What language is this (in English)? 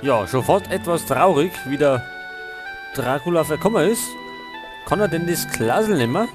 Bavarian